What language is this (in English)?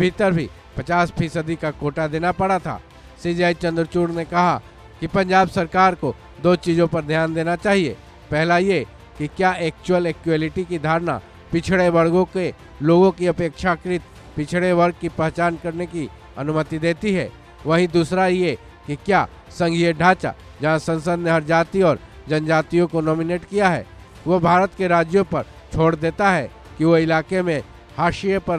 Hindi